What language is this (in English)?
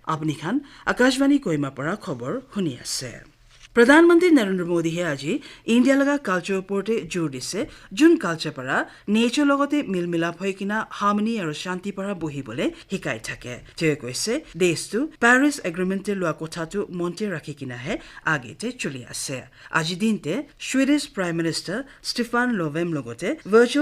Naga Pidgin